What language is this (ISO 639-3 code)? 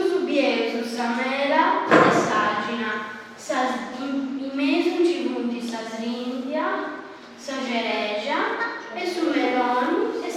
srd